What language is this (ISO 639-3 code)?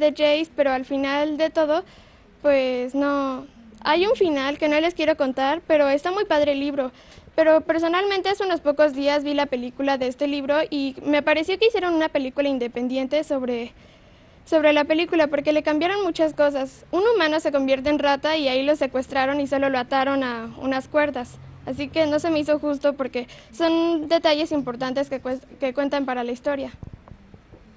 spa